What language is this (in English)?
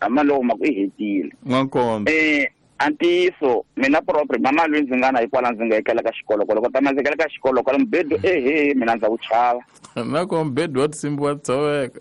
Tsonga